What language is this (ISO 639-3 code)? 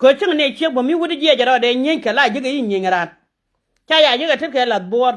nus